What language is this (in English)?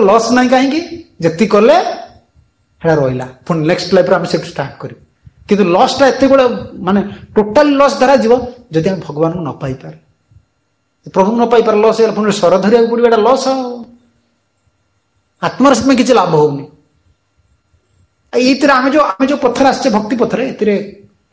Odia